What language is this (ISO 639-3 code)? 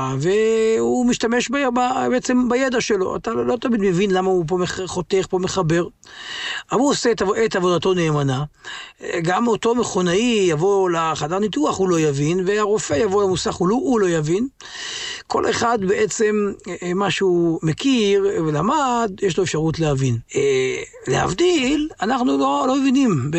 heb